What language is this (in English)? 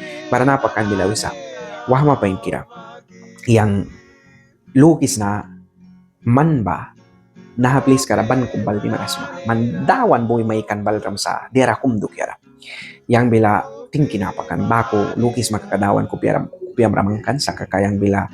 Mískito